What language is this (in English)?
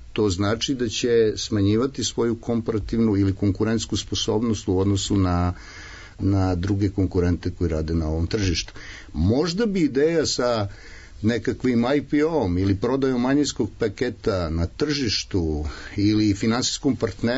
Serbian